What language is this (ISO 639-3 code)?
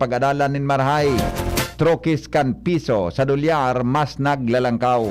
bik